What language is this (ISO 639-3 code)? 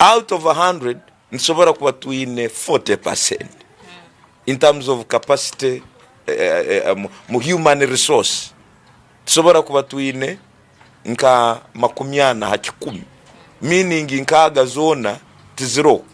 ttj